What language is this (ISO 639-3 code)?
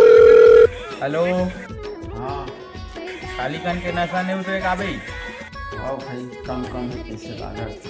hne